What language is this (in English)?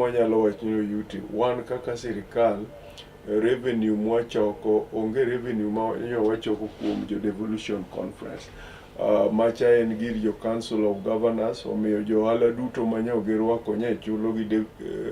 Luo (Kenya and Tanzania)